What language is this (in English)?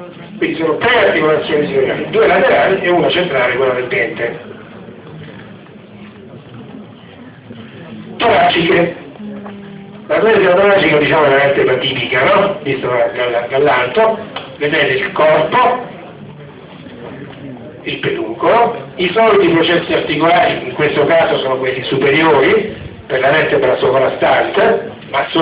Italian